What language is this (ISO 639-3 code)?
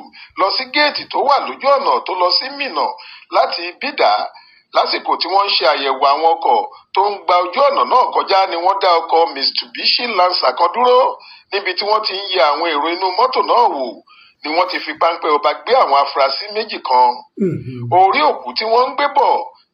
yor